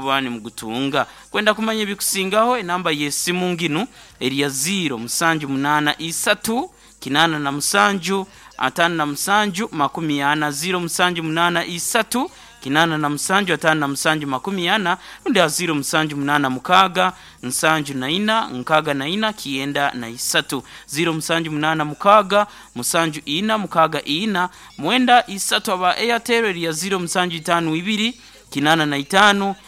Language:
Nyoro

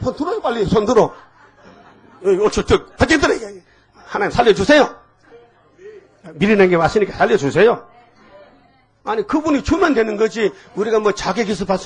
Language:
Korean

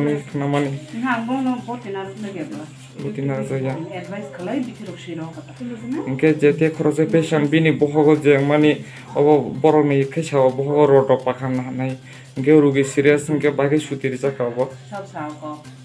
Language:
Kok Borok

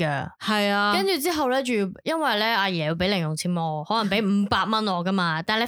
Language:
Cantonese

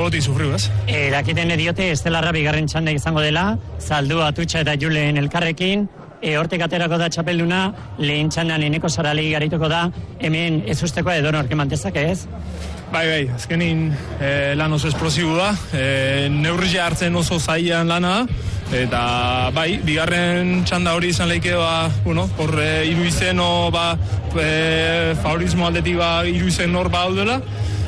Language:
Basque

